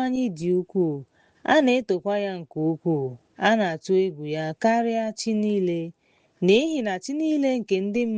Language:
Igbo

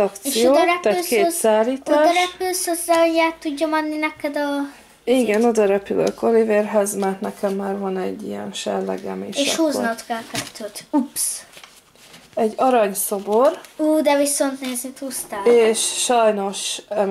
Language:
Hungarian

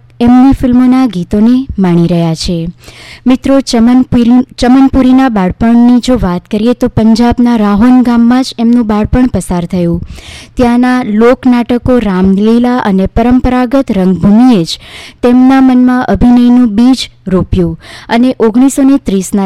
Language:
Gujarati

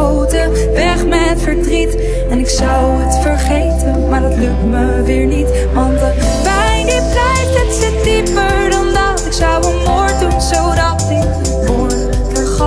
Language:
Dutch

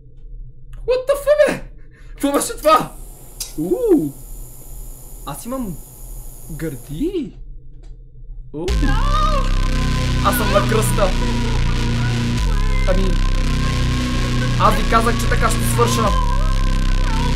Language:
Bulgarian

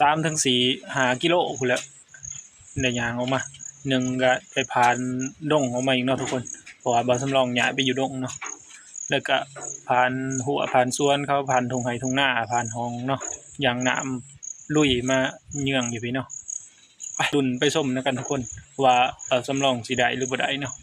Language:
Northeastern Thai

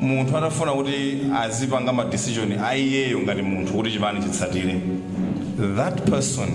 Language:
Nyanja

